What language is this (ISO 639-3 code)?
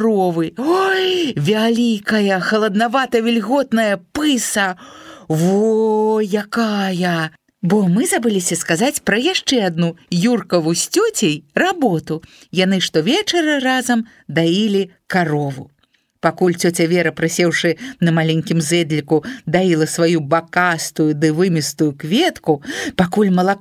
bel